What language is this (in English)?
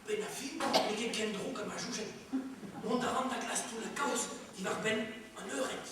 Breton